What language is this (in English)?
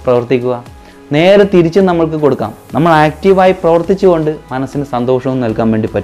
Malayalam